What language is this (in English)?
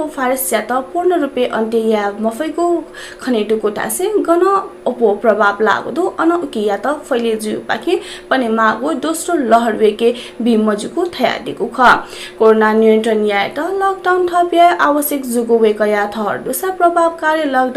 Newari